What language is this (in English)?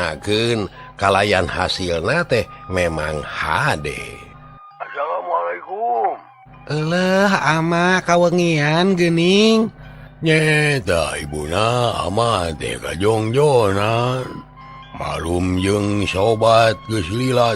Sundanese